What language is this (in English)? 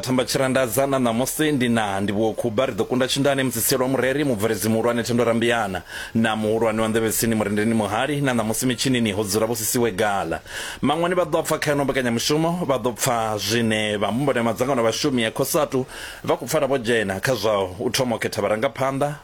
Venda